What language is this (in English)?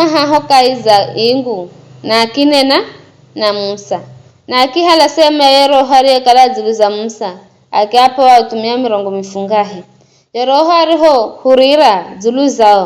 Giryama